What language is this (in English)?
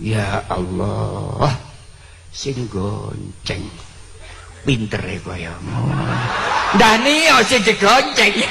Javanese